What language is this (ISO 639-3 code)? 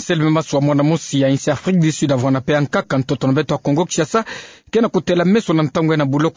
ktu